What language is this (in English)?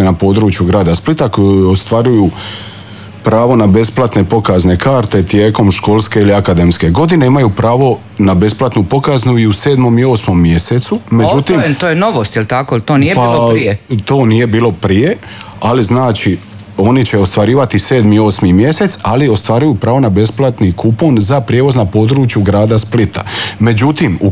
Croatian